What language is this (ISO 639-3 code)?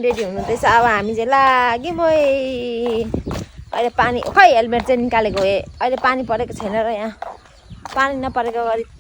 nep